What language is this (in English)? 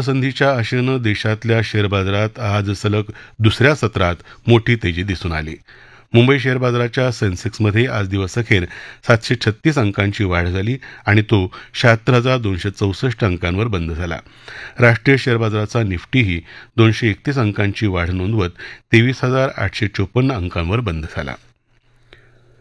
Marathi